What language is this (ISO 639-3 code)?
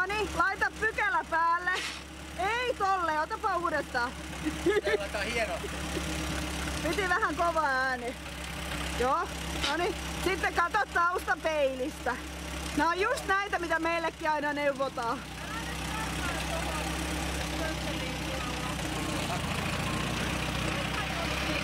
fin